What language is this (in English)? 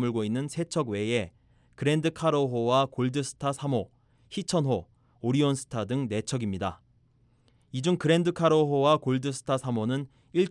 Korean